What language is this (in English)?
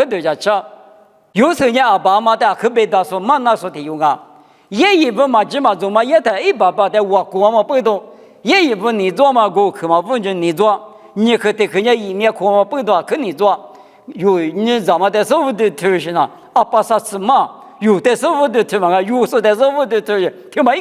Lisu